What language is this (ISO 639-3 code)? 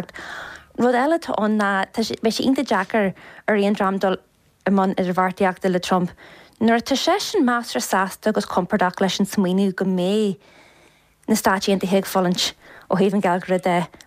gle